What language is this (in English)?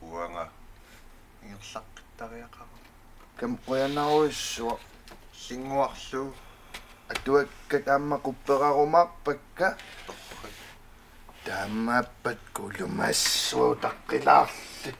Kalaallisut